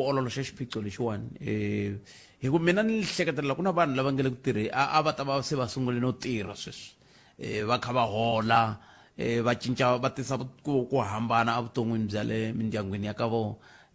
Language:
Tsonga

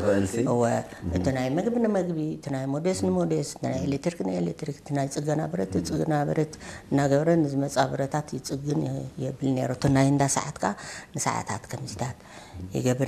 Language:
Tigrinya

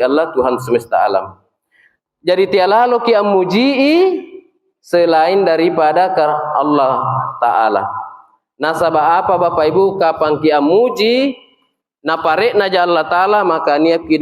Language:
Makasar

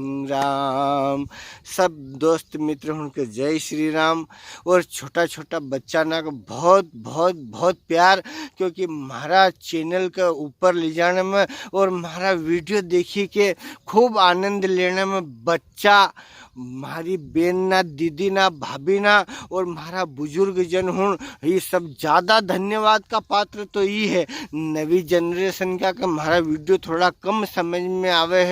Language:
Rajasthani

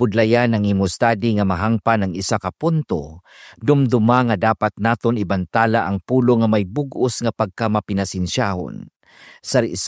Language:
Hiligaynon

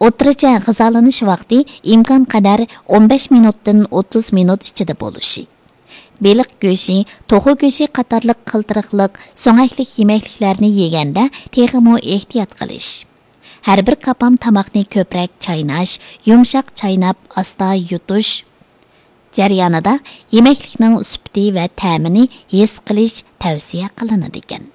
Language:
Uyghur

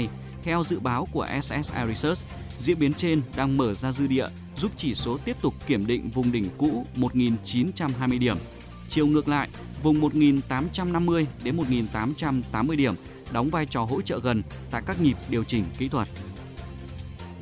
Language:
Vietnamese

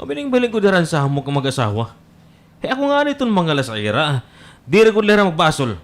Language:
Waray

